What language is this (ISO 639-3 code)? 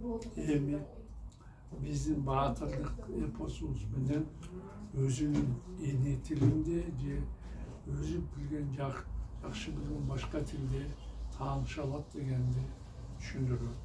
kir